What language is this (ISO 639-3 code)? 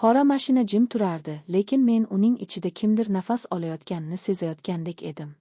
uzb